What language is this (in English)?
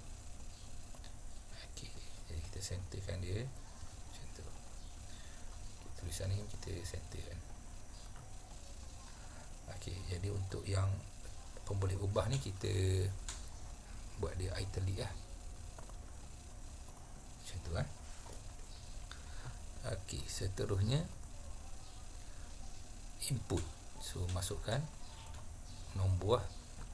Malay